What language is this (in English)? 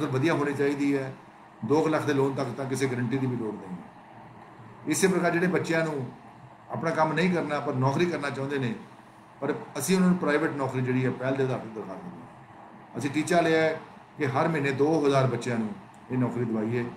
Punjabi